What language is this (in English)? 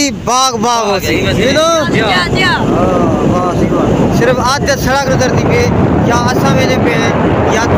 Saraiki